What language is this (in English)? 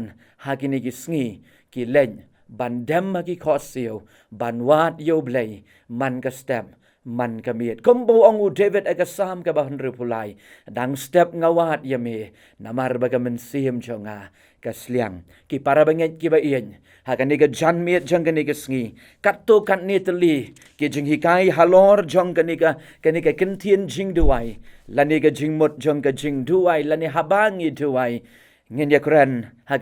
Khasi